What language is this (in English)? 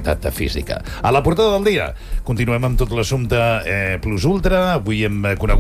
Catalan